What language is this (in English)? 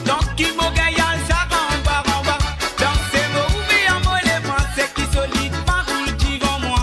Morisyen